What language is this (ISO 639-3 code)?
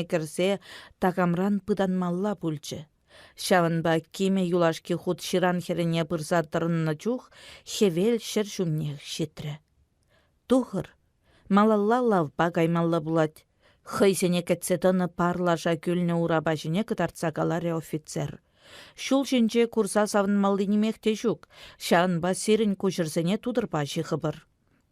chv